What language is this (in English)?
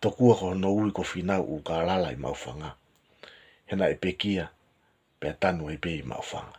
Tongan